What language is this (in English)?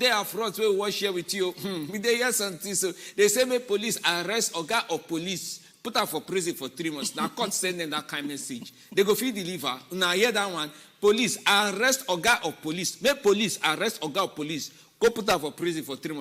Nigerian Pidgin